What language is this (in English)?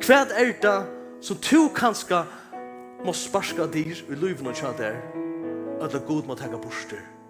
Faroese